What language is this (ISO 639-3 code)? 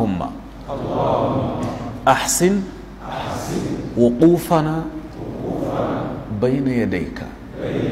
hau